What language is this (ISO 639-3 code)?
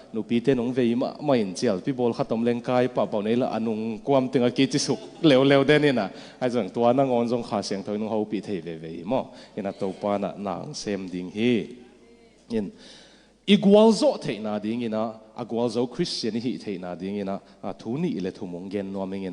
ctd